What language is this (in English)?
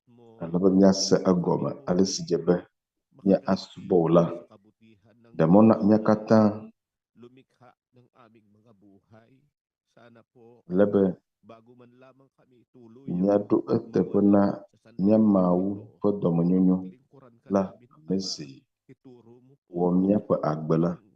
Ewe